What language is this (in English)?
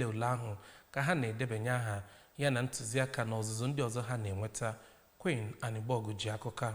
Igbo